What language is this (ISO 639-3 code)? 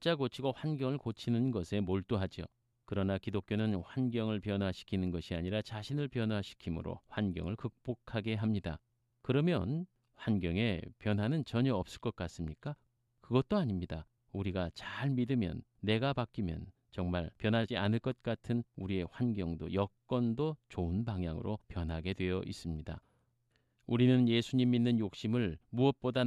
kor